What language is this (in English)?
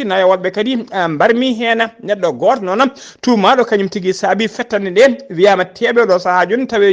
Fula